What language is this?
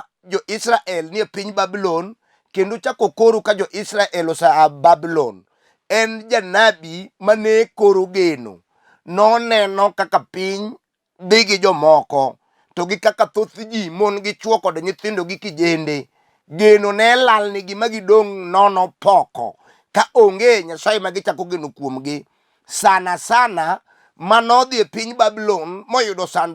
Luo (Kenya and Tanzania)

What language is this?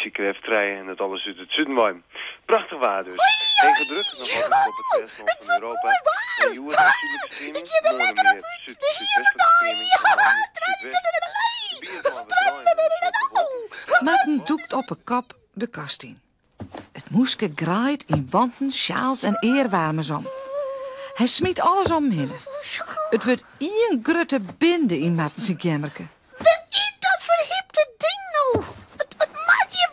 Western Frisian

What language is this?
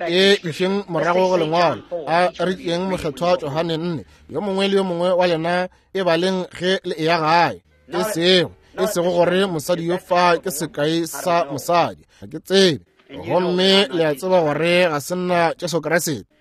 Northern Sotho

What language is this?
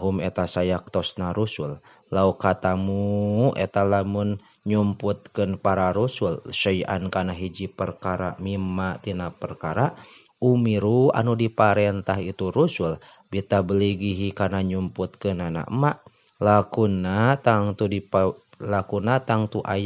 Sundanese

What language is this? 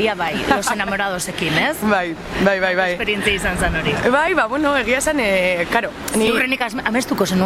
Basque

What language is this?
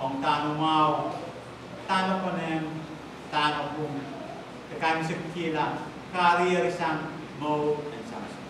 Pohnpeian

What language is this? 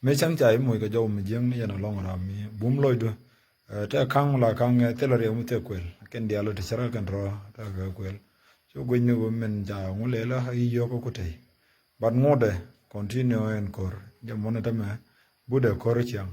Nuer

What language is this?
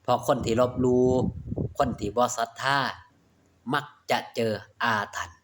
Northeastern Thai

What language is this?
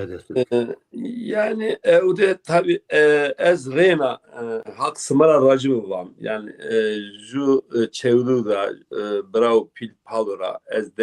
Zaza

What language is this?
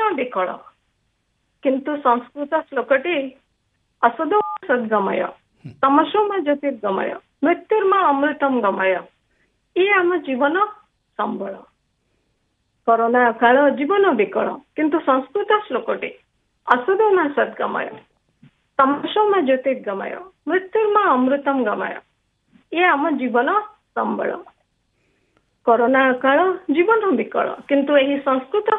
Odia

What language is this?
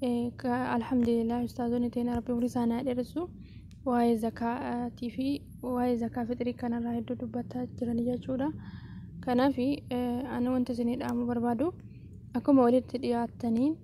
Oromo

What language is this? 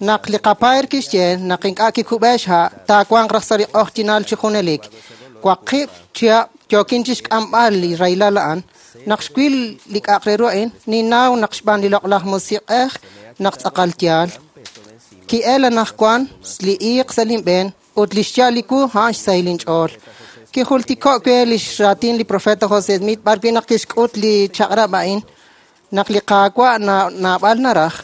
Kekchí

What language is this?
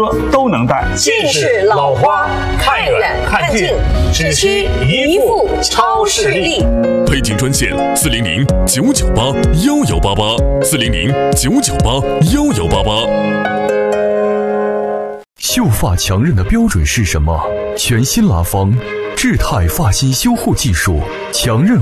Chinese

